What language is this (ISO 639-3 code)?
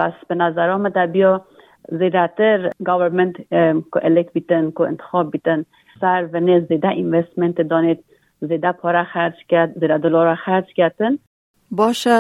kur